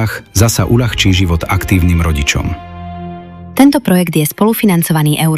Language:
Slovak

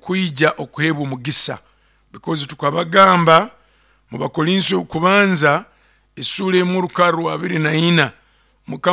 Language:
Nyoro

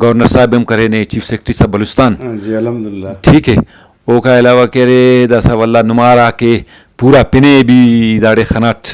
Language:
Brahui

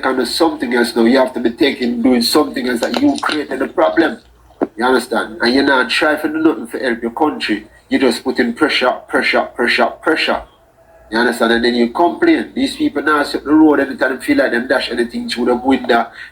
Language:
Jamaican Creole English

